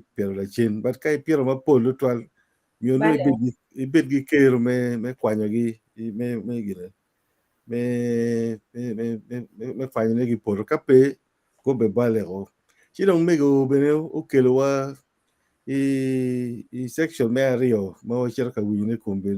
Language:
Acoli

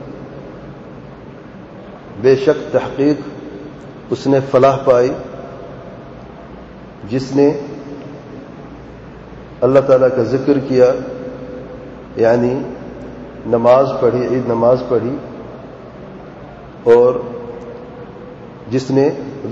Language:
Urdu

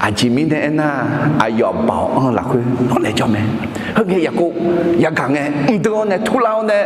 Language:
Akha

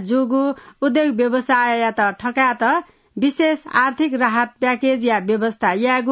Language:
Newari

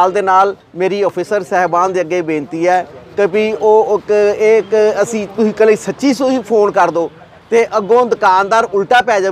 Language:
Punjabi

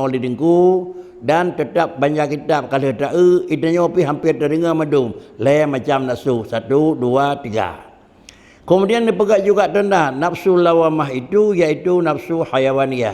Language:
Achinese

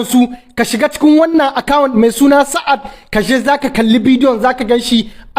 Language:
Hausa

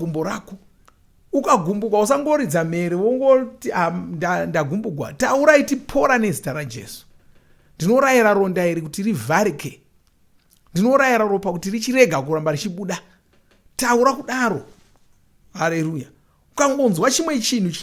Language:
Shona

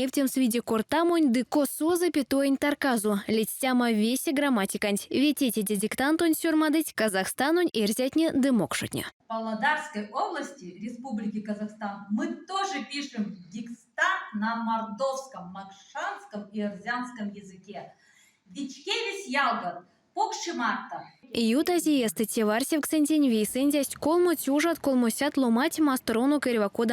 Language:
Erzya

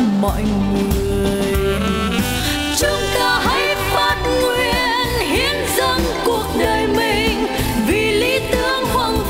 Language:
Vietnamese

